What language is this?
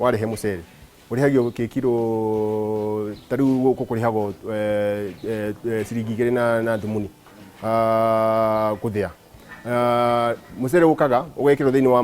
Kikuyu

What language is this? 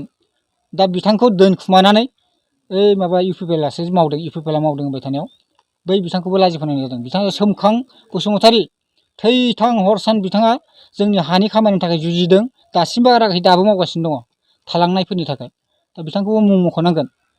Bodo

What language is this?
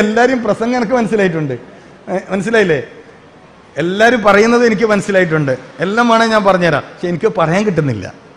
Malayalam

